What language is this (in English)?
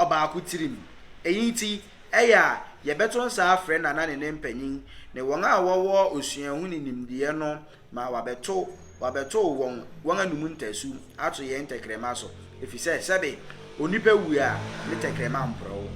Akan